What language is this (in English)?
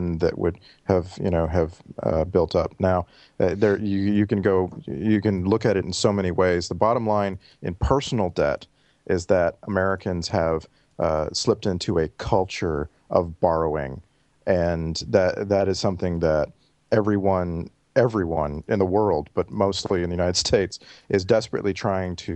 English